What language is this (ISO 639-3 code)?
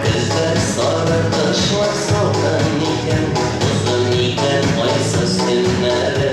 bak